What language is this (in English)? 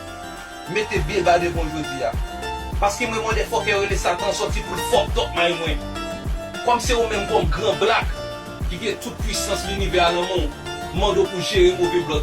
Haitian Creole